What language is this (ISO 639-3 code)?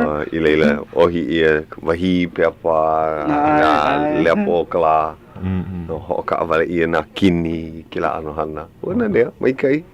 haw